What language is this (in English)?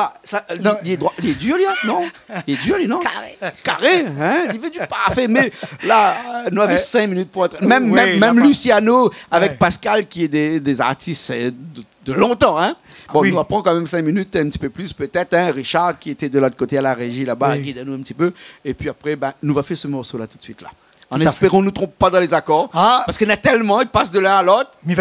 Réunion Creole French